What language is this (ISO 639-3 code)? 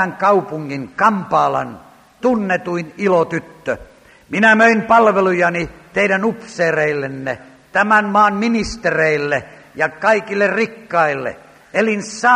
fin